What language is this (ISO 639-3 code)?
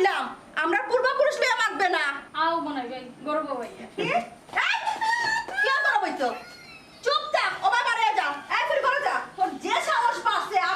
syl